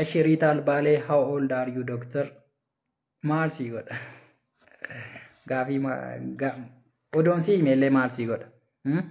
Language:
Oromo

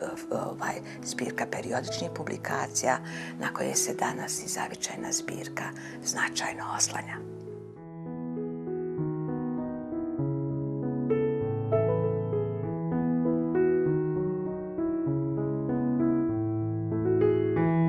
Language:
Bosnian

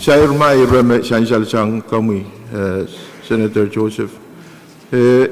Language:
Pohnpeian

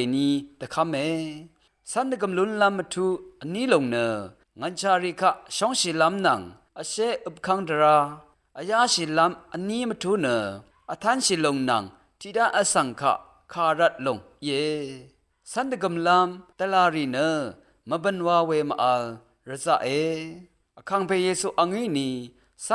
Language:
Rawang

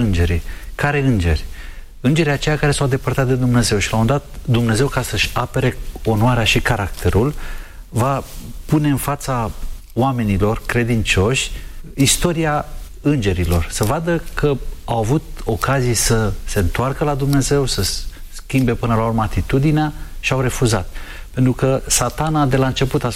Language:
Romanian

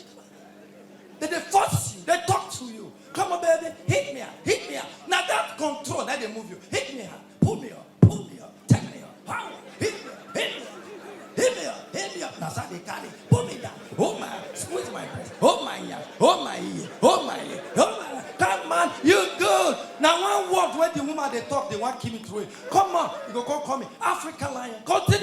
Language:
Nigerian Pidgin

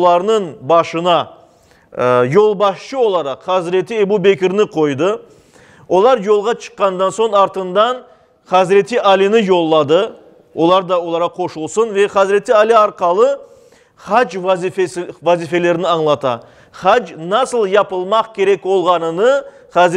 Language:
Crimean Tatar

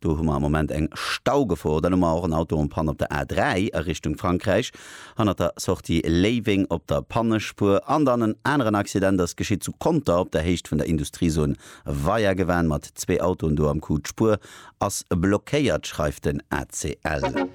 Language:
Luxembourgish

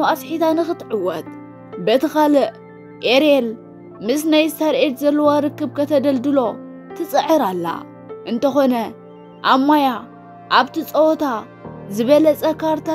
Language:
Tigrinya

